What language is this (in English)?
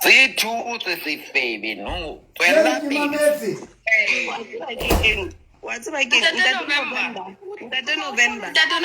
Southern Sotho